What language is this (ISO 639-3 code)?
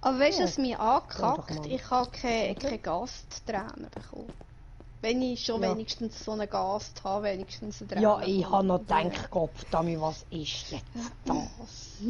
gsw